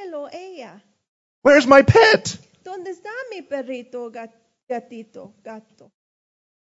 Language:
Spanish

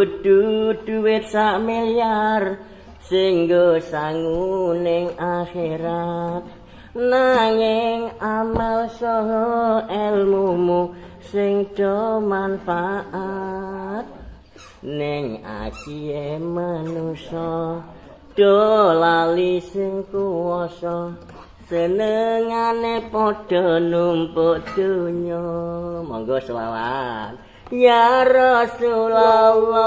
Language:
Javanese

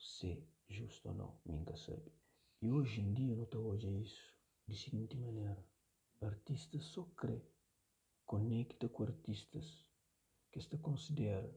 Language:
Kabuverdianu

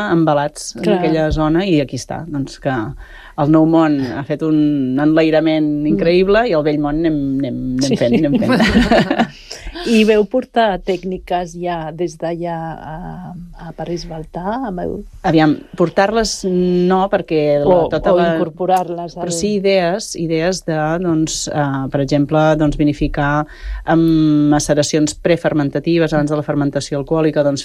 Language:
Catalan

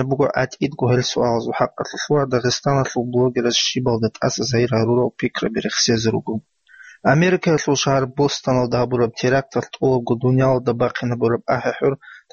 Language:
Avaric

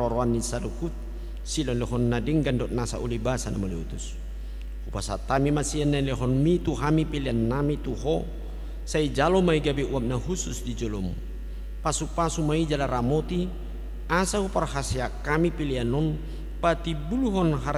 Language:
Batak Toba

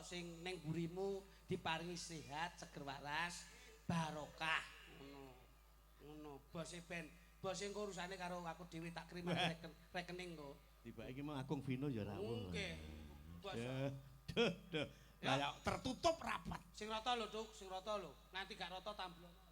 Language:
Javanese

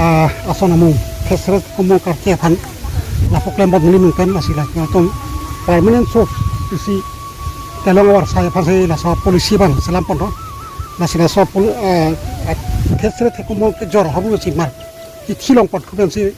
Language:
Karbi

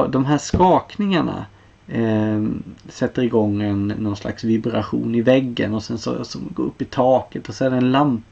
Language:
Swedish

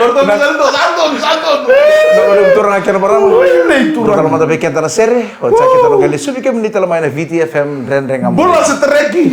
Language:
Fijian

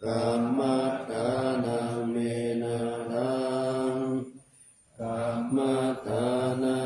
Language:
Pali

